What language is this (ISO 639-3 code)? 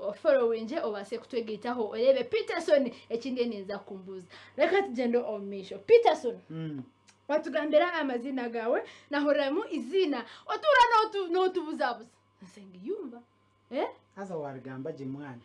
nyn